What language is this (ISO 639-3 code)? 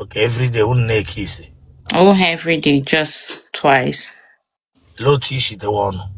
ibo